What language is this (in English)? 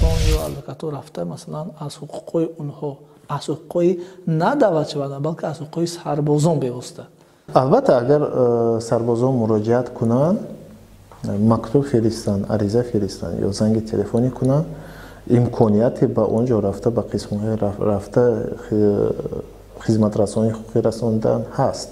Tajik